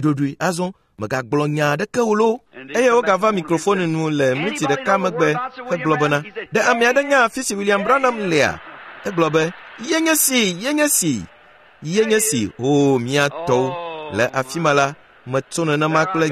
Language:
Ewe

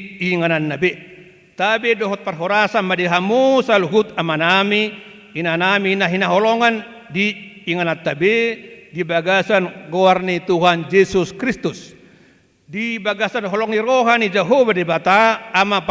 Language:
Batak Toba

